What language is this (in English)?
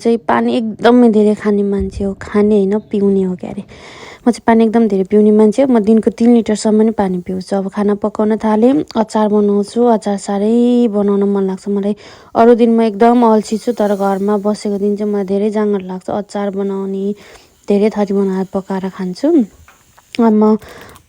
Nepali